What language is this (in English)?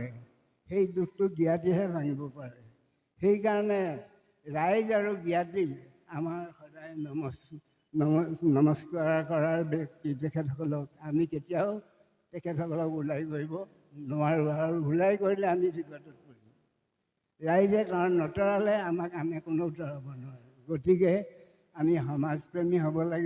Assamese